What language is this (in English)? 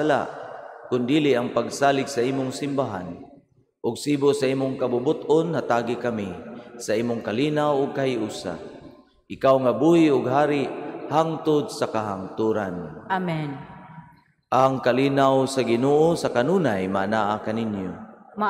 Cebuano